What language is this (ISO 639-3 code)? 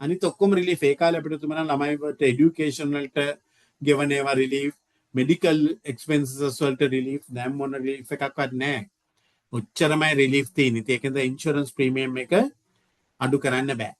sin